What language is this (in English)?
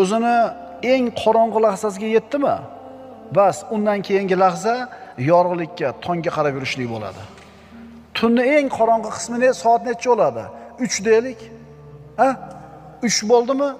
Uzbek